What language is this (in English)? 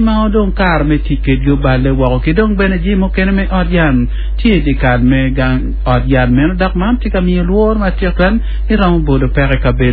Acoli